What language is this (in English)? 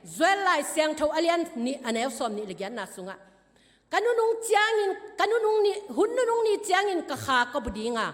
Tedim Chin